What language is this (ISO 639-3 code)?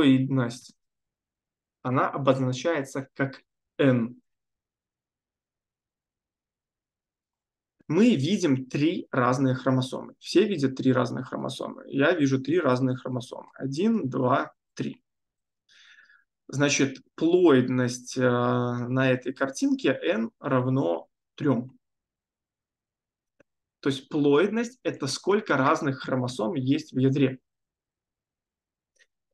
rus